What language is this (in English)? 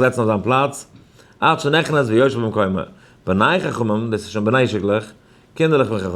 Yiddish